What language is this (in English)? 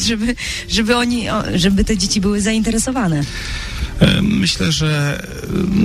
Polish